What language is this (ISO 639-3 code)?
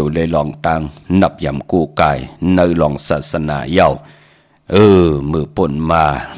shn